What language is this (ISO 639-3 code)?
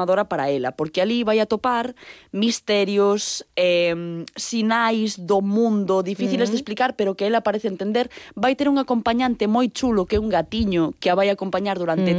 glg